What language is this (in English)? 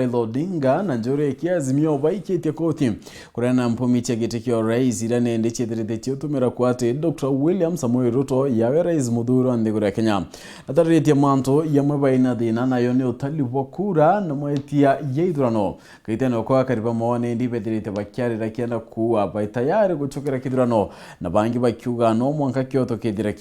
Meru